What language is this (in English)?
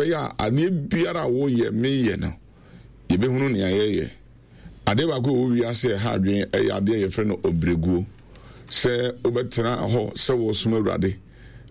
Akan